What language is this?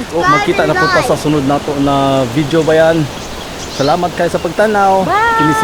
Cebuano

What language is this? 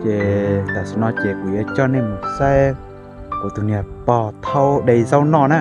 Hmong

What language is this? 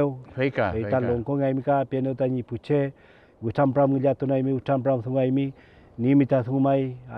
Mapuche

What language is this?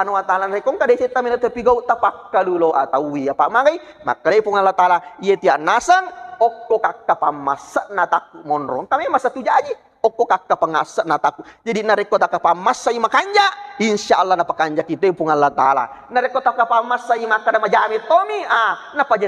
Buginese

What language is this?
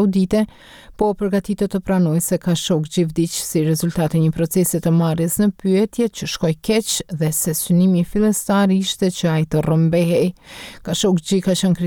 Albanian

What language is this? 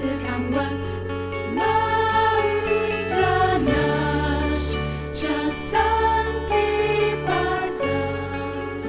Ladin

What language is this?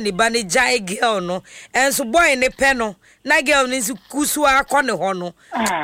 Akan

